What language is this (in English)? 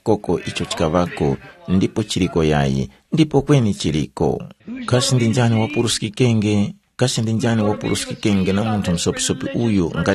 Tumbuka